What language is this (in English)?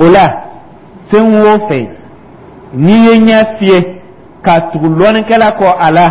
Dyula